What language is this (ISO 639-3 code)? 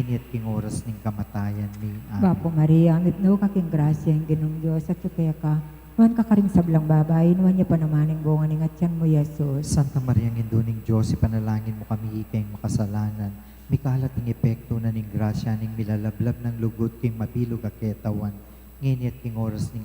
pam